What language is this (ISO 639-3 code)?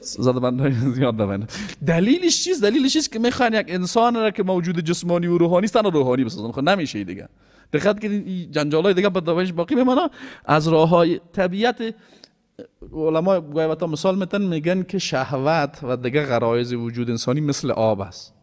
fas